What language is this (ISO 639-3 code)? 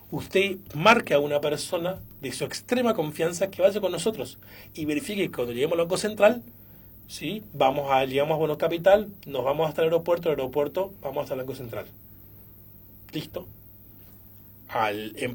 spa